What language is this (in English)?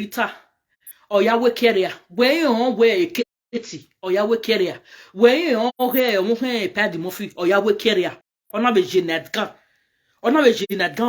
Nigerian Pidgin